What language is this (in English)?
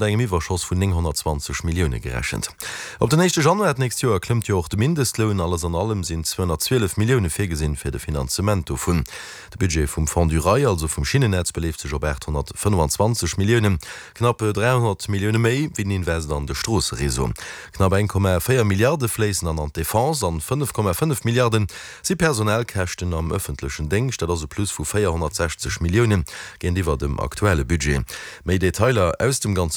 Luxembourgish